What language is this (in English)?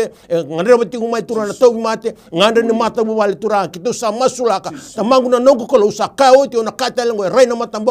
Fijian